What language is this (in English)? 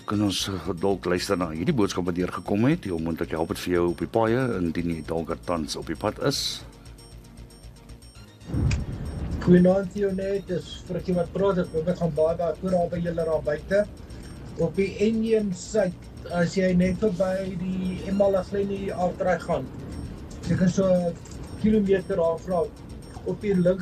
Afrikaans